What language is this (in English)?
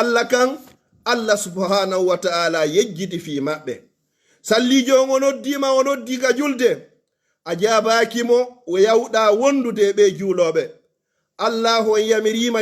Pular